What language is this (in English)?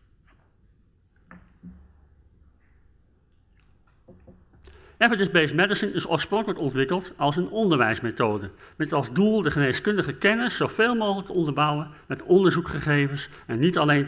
Dutch